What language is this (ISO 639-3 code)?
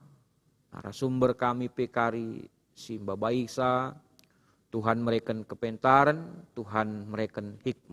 btx